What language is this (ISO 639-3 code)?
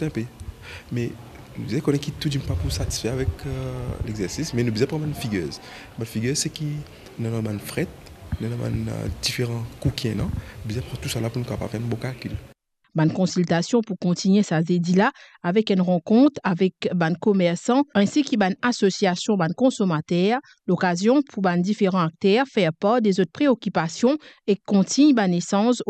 mfe